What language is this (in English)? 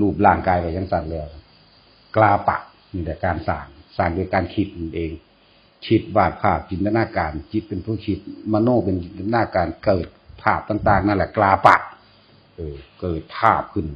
Northeastern Thai